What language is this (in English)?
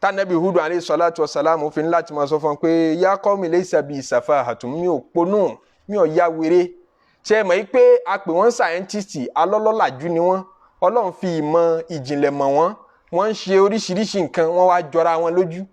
Yoruba